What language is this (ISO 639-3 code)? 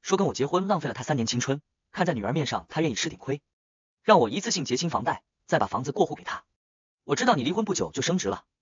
zho